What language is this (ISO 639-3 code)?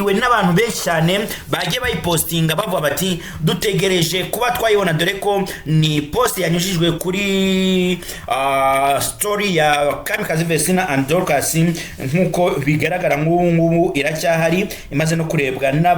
kin